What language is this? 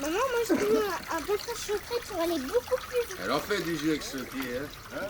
Occitan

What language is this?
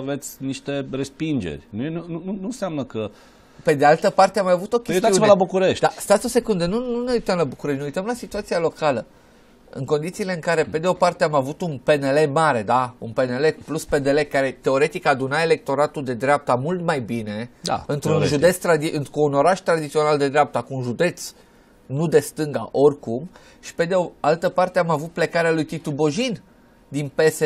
Romanian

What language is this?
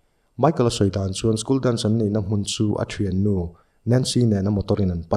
Mizo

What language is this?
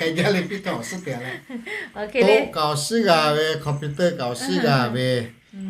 Lahu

